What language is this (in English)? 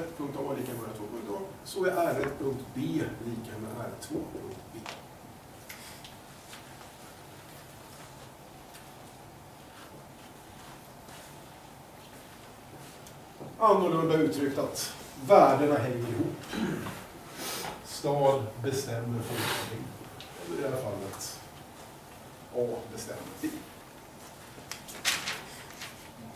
Swedish